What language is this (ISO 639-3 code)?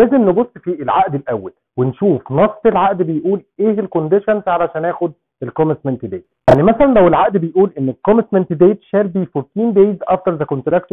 arz